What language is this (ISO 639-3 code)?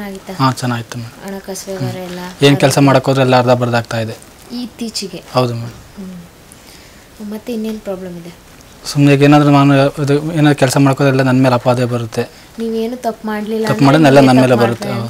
kan